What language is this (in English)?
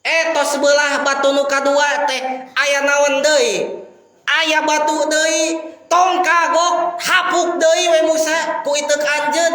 Sundanese